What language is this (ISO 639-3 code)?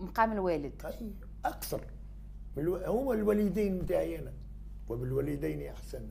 aeb